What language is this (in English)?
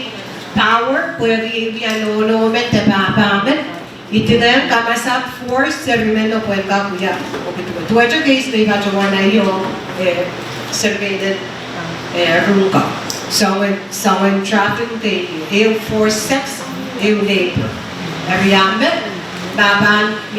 Pohnpeian